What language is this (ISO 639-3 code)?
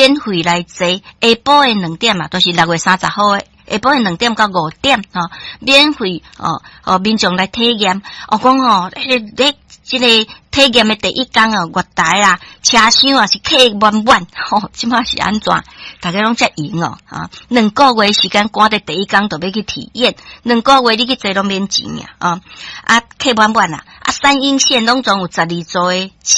nan